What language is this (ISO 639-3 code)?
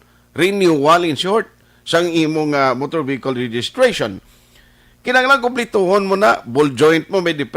hil